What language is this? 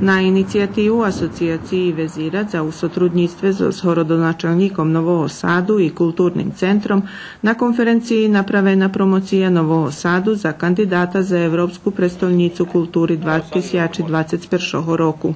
Rusyn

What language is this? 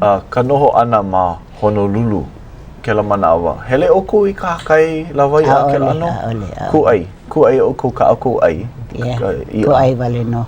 Hawaiian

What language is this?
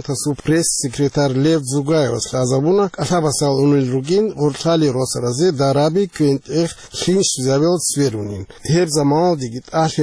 Avaric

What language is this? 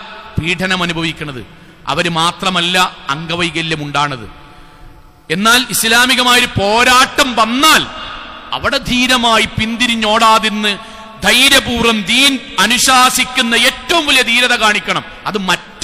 Malayalam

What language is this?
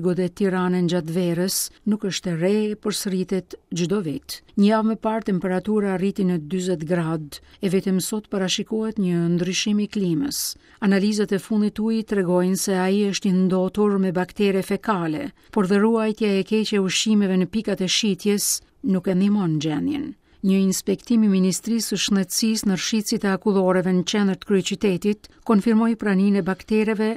Albanian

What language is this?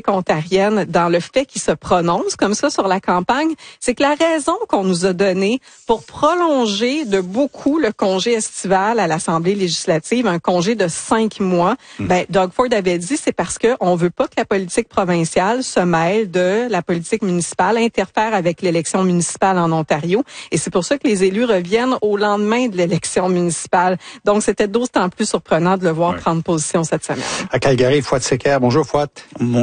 French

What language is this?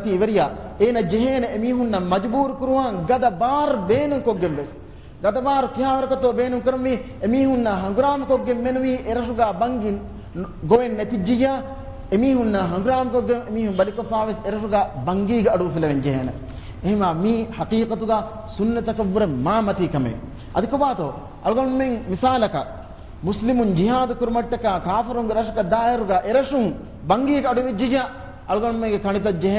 Divehi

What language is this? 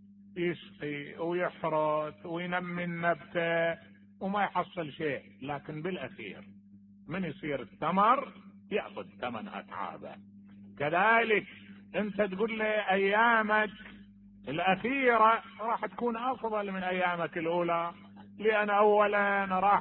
Mesopotamian Arabic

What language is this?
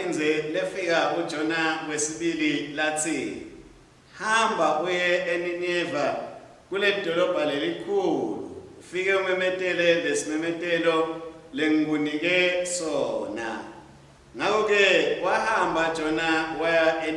Swati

